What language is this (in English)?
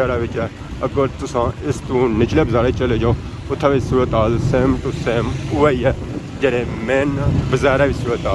Pahari-Potwari